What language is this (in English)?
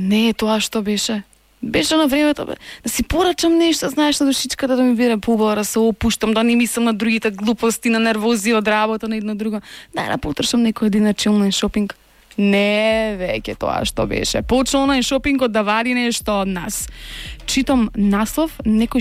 Macedonian